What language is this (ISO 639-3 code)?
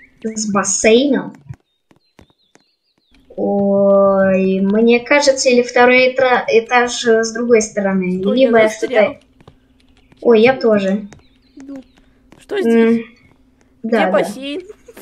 rus